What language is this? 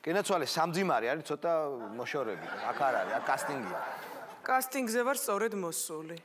Georgian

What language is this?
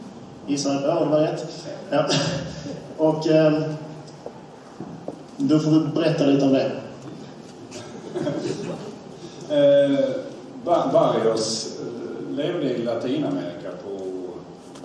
Swedish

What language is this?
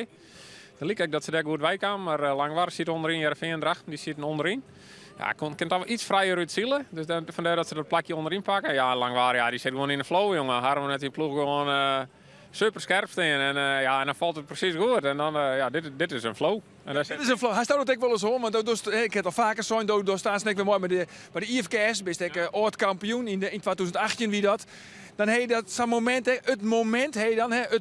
Western Frisian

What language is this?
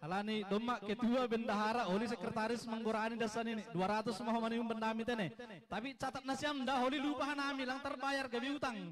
Batak Simalungun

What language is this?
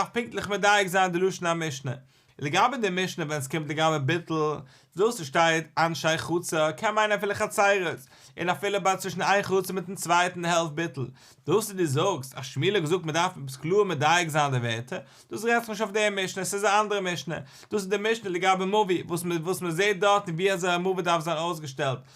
Yiddish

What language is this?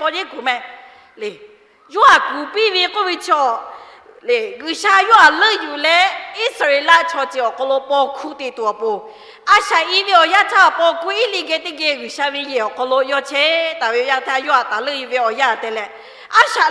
Lahu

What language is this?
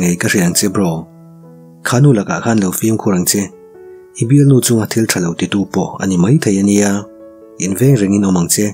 Mizo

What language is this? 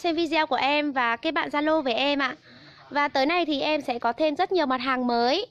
Vietnamese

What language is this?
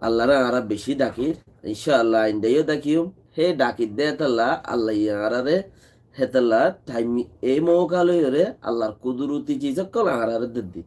Rohingya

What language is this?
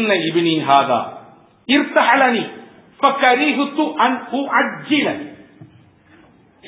Tamil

